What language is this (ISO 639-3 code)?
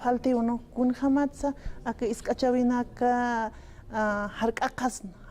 aym